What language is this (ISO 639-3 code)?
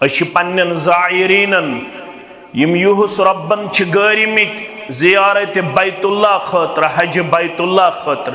kas